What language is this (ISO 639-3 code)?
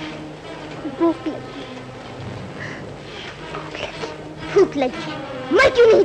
hin